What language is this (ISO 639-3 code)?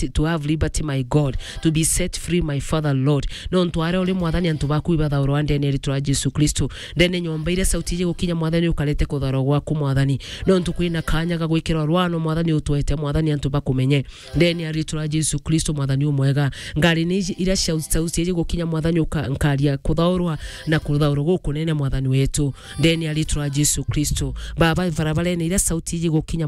mer